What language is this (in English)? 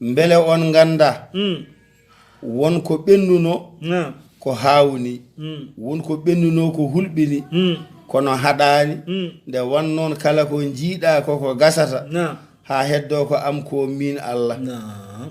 Fula